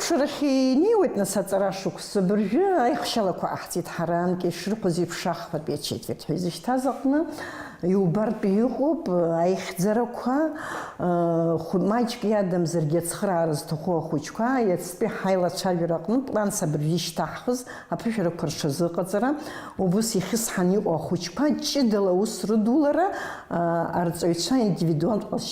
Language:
Abkhazian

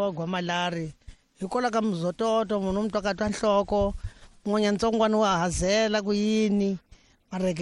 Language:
Tsonga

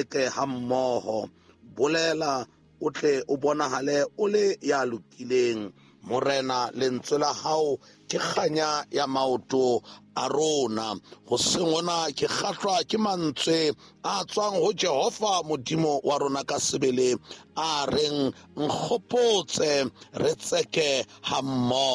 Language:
Southern Sotho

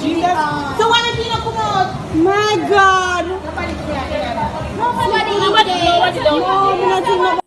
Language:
Jamaican Creole English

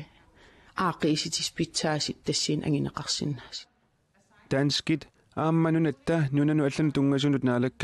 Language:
Kalaallisut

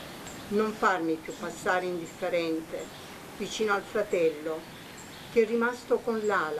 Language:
Italian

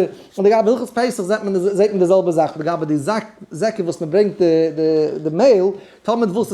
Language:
Yiddish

